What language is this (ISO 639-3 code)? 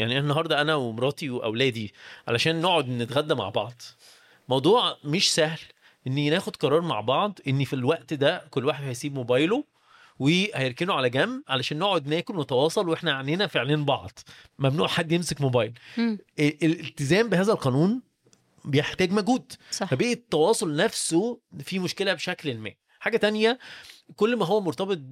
arz